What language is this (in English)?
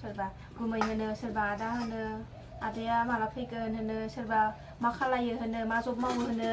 Bodo